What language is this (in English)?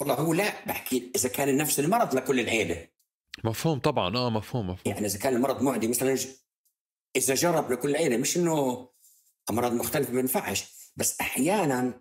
North Levantine Arabic